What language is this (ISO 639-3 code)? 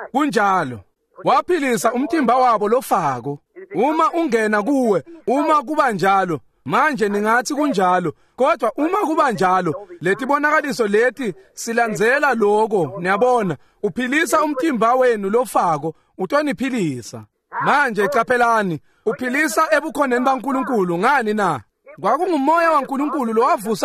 ssw